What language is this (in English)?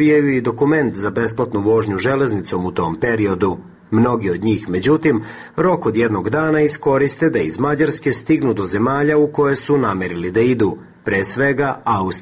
Serbian